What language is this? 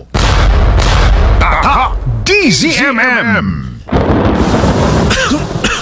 Filipino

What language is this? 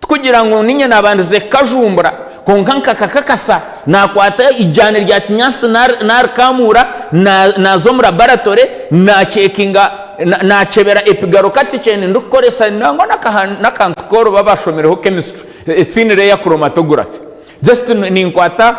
Nyankole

